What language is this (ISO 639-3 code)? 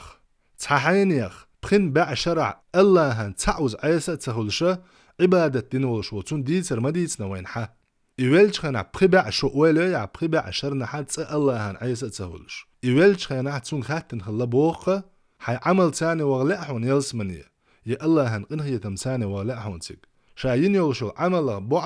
che